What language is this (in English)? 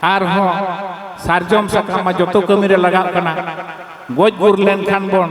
Santali